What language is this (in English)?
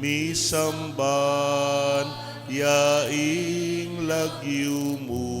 Pampanga